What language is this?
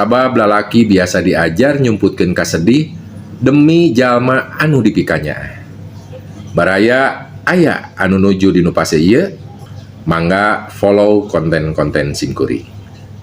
Sundanese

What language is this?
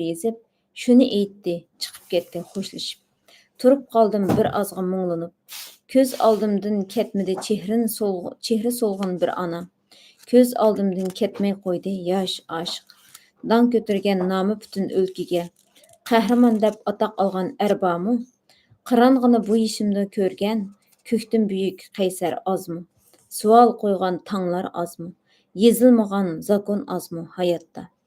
Uyghur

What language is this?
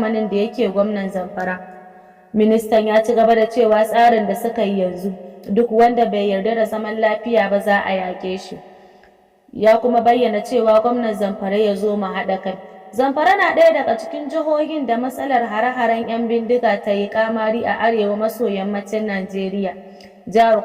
Hausa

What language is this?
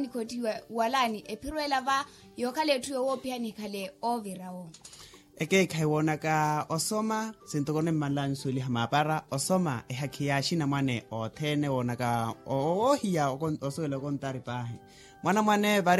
Makhuwa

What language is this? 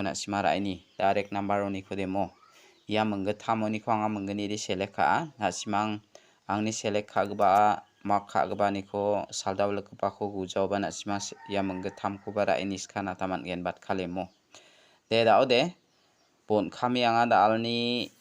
Garo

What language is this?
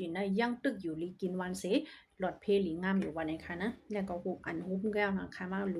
Shan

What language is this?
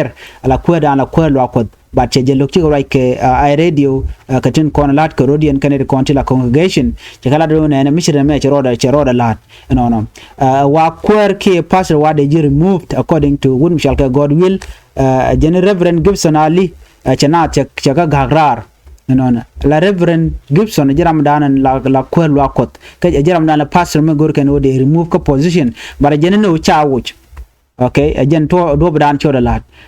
Nuer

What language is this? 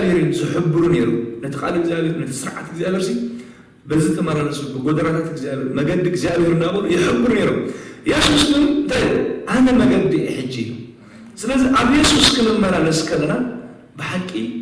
Tigrinya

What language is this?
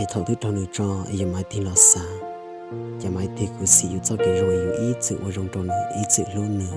Hmong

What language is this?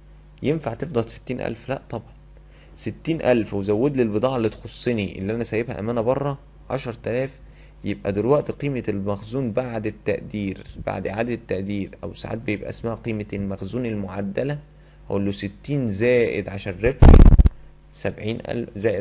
Egyptian Arabic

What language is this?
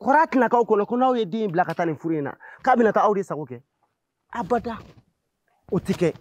Bambara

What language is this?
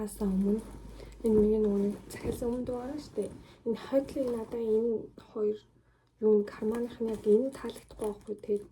Mongolian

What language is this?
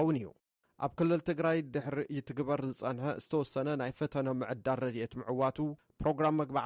Tigrinya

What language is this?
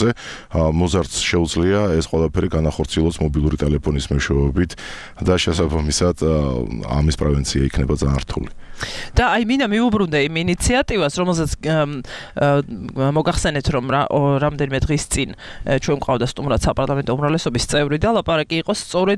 Georgian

